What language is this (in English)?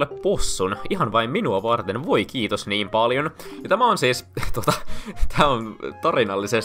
Finnish